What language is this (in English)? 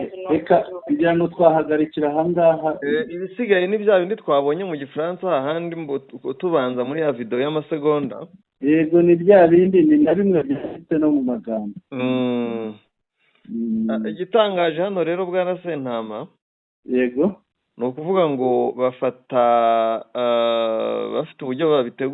Kinyarwanda